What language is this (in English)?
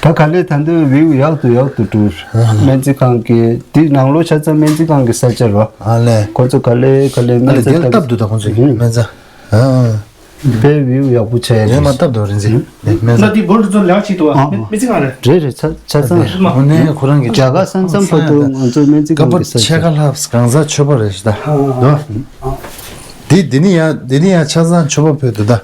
Tibetan